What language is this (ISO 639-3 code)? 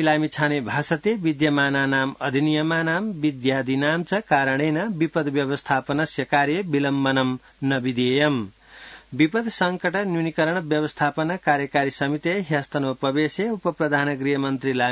san